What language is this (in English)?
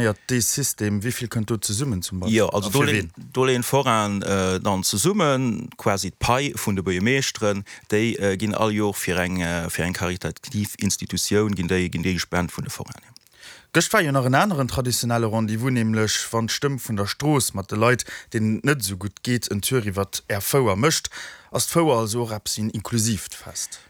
Luxembourgish